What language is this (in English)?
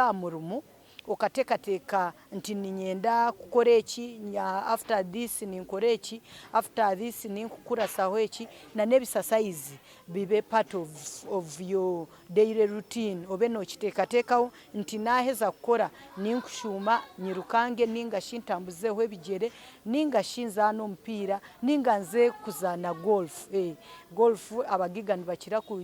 Nyankole